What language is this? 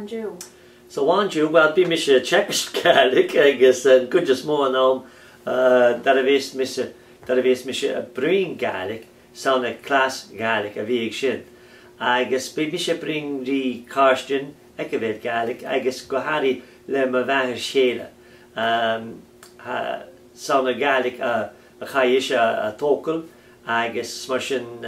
Scottish Gaelic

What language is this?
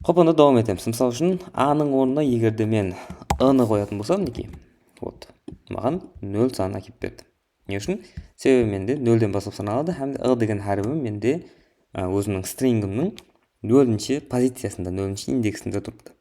Kara-Kalpak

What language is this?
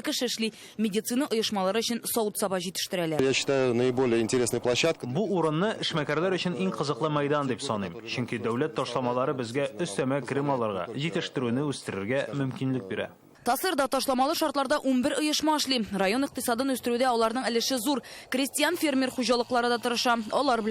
Tatar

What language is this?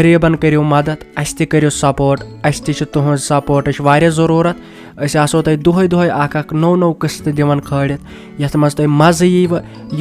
Kashmiri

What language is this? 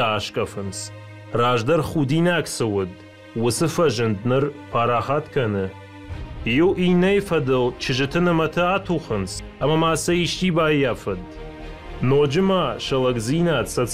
Ossetic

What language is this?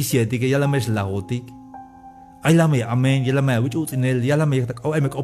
Tzeltal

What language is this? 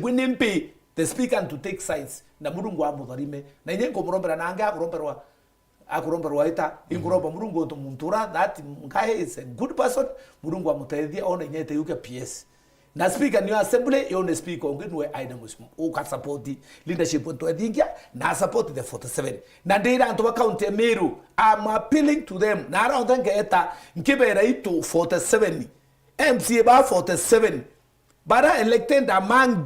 Meru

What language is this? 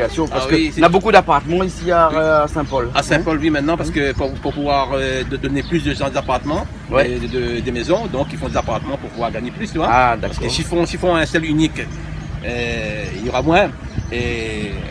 Réunion Creole French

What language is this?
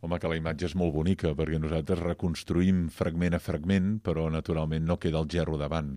Catalan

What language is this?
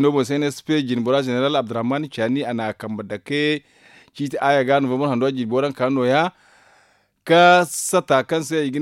Zarma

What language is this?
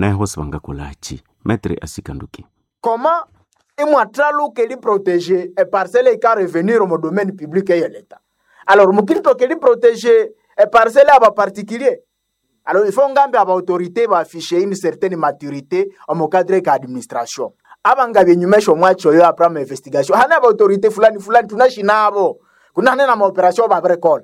Nande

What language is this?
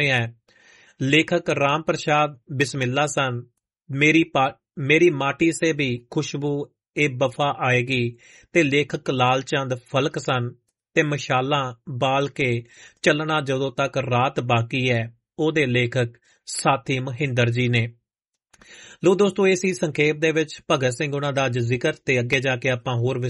Punjabi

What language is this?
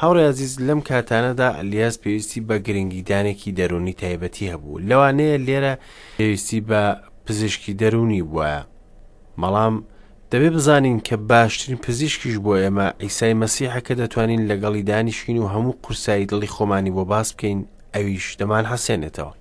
Central Kurdish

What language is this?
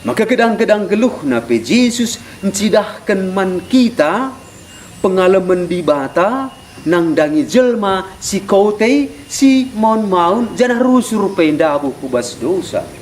Batak Karo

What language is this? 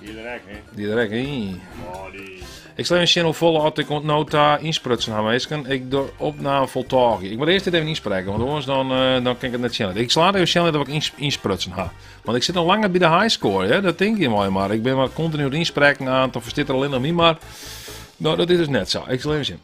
Western Frisian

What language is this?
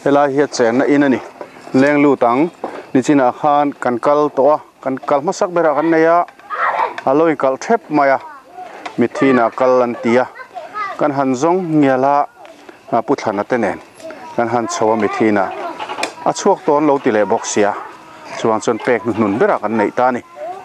Mizo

